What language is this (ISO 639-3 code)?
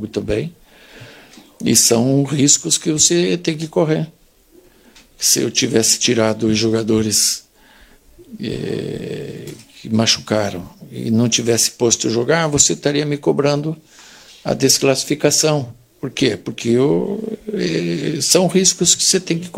por